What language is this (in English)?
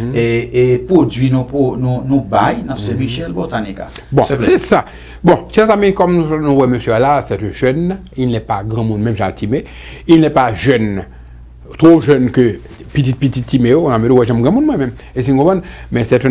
Haitian Creole